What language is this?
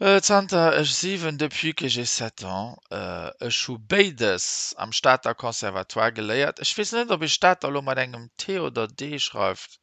Luxembourgish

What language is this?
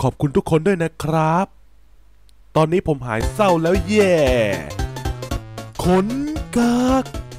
Thai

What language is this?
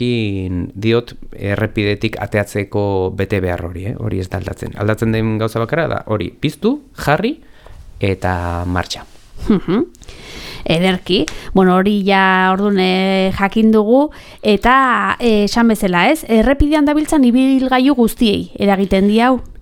Basque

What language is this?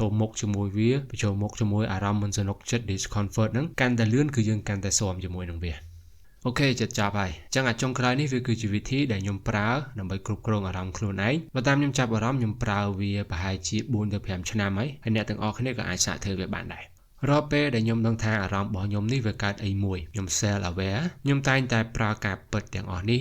Khmer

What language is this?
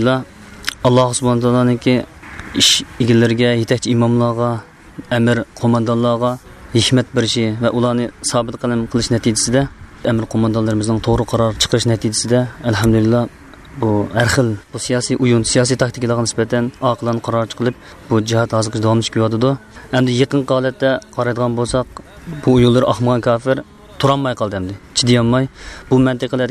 Uyghur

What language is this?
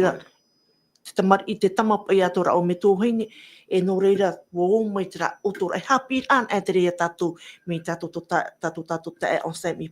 Tahitian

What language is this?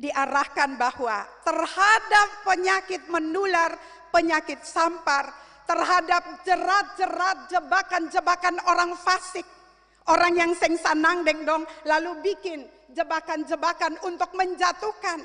Ambonese Malay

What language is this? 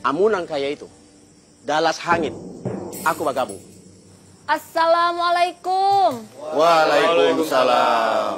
Banjar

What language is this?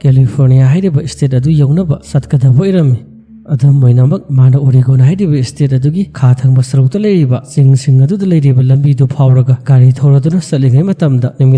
Manipuri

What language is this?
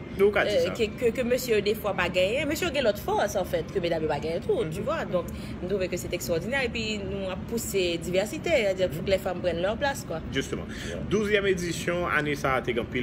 Haitian Creole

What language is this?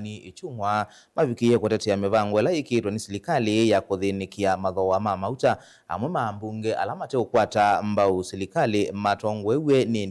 Kamba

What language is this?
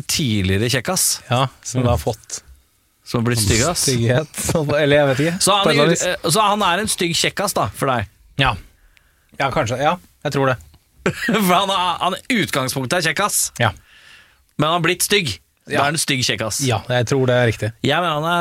Norwegian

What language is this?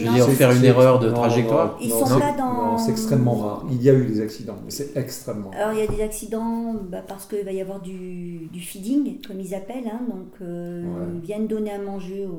French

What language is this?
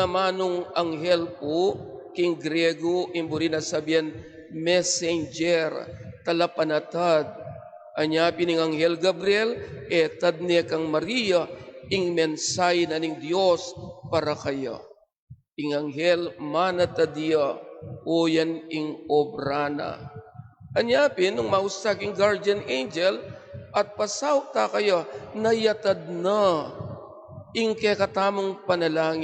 Pampanga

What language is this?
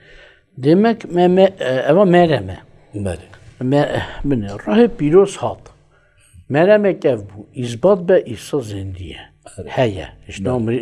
Kurdish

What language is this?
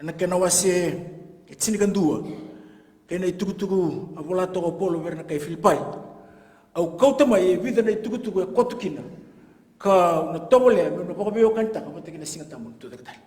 Fijian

